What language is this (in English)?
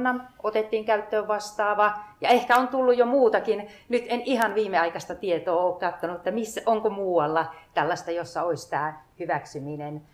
Finnish